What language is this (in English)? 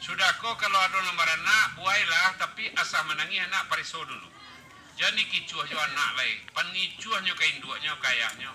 Minangkabau